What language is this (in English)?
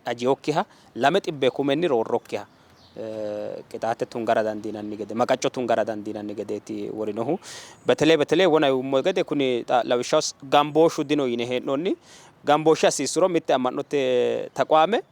Sidamo